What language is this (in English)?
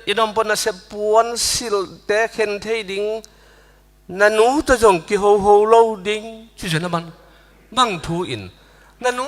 Tedim Chin